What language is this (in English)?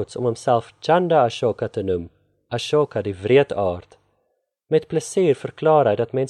Afrikaans